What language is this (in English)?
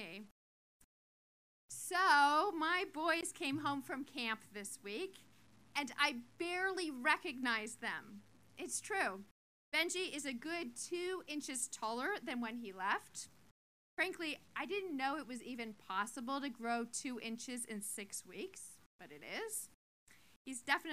English